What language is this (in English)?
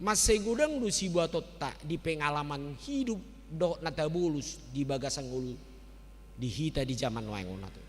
Batak Toba